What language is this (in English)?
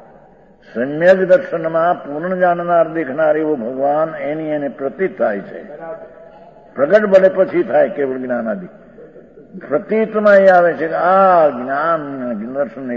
Gujarati